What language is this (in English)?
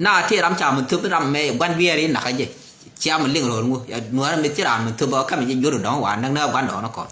Nuer